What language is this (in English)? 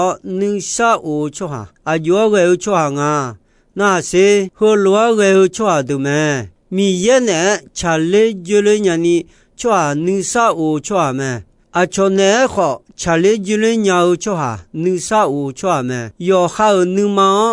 Akha